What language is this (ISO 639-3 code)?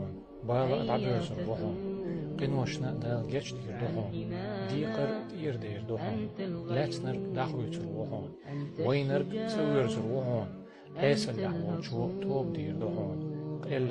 che